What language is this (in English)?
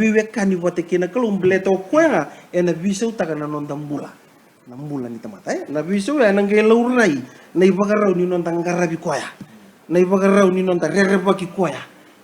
Fijian